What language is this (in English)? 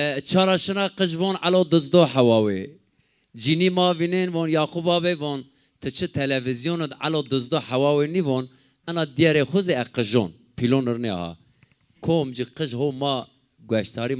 Zaza